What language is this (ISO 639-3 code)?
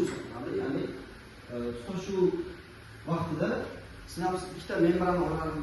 uzb